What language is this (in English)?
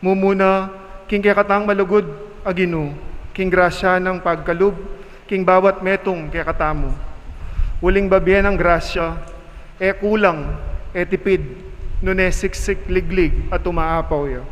Pampanga